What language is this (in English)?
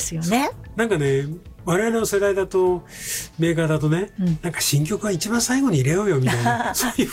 Japanese